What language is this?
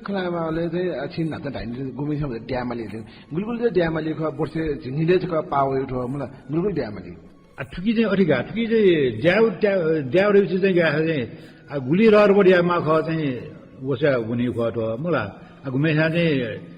Newari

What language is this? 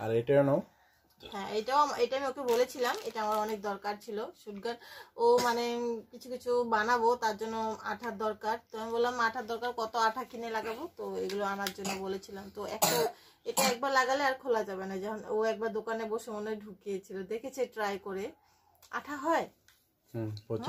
Bangla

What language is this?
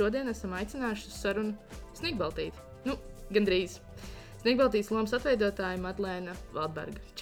Latvian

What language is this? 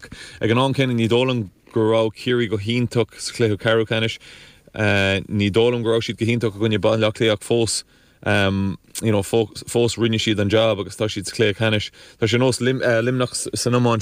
Irish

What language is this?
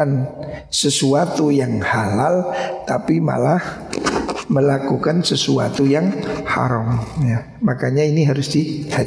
Indonesian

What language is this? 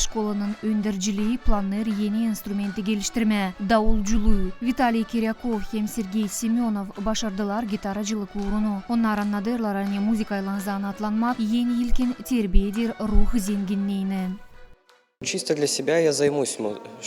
Gagauz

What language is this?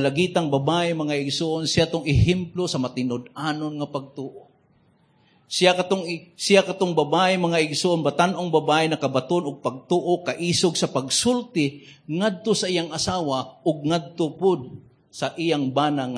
Cebuano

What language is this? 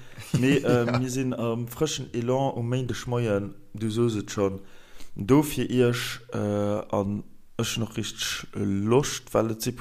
Luxembourgish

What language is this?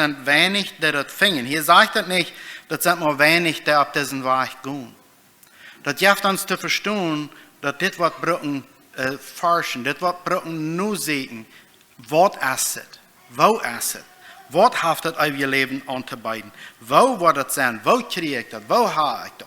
Plautdietsch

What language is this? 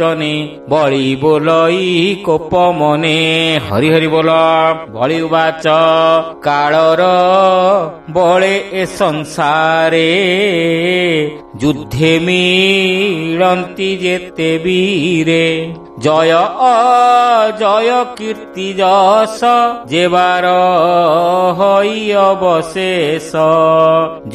Odia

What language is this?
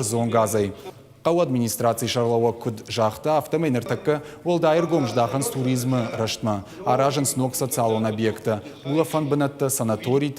Ossetic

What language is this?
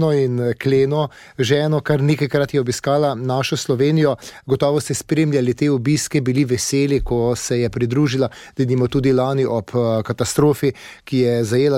Slovenian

